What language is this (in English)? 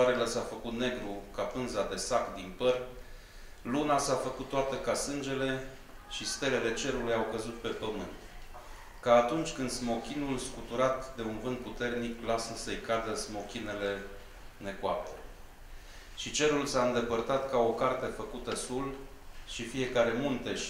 Romanian